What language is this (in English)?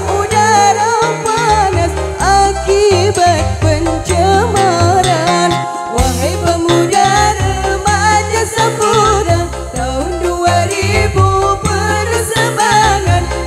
Malay